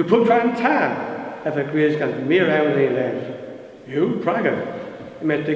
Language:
Cornish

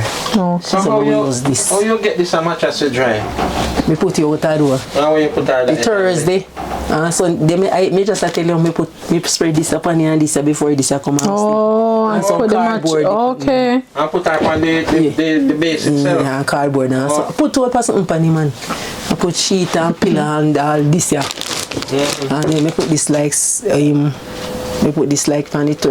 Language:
Jamaican Creole English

